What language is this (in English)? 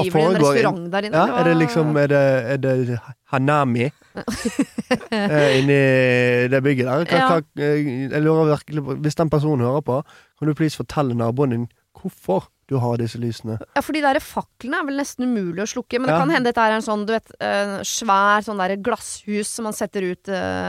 Norwegian